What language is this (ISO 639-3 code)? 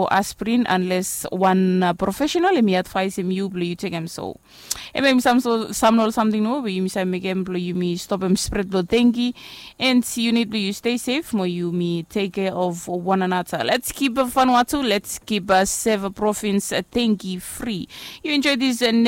bis